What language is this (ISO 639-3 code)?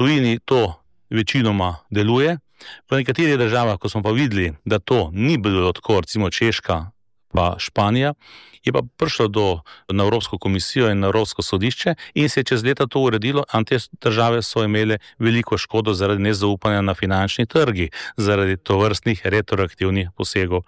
slv